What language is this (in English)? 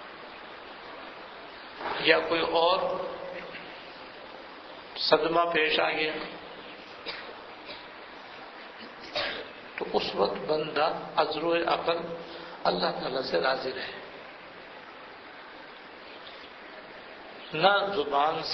Urdu